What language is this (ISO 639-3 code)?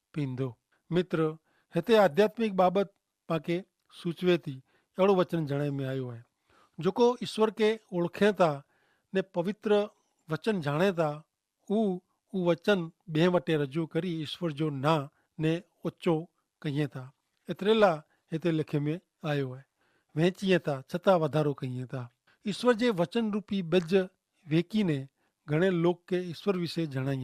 kfr